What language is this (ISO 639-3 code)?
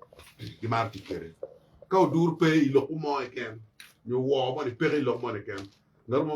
ach